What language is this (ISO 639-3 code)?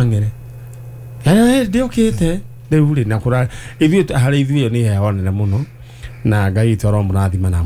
kik